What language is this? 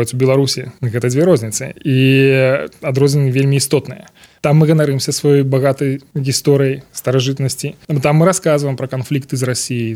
Belarusian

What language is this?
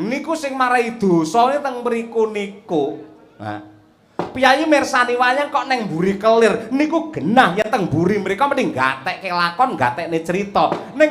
Javanese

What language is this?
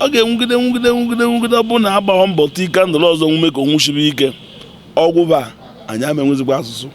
Igbo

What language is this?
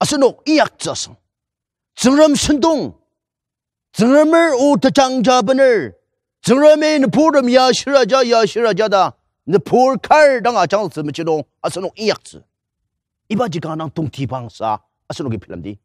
Ao Naga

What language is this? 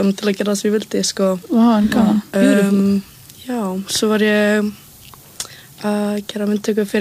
Icelandic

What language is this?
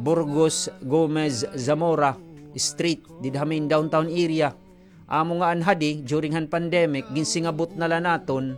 Waray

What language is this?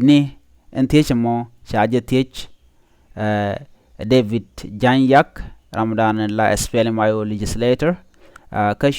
Nuer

